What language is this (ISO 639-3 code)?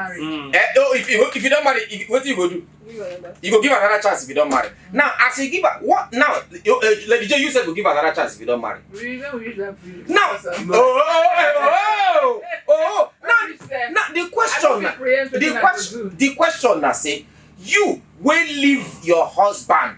pcm